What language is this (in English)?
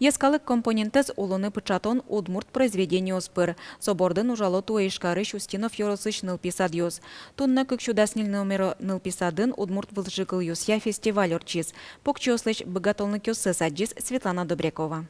Udmurt